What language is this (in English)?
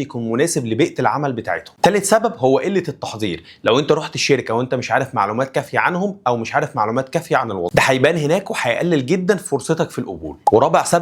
Egyptian Arabic